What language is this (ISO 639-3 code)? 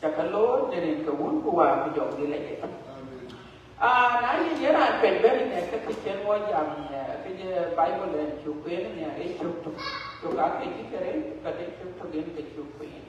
din